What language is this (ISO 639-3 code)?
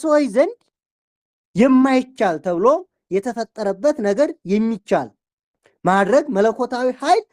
amh